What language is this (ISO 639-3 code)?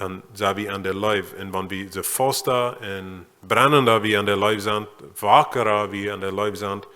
pdt